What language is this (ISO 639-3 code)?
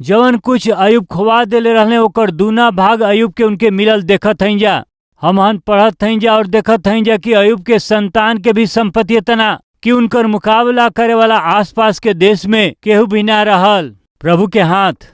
bho